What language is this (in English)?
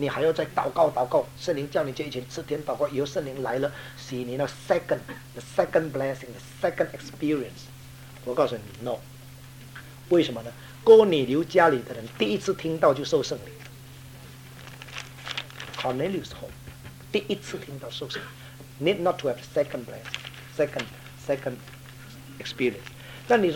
Chinese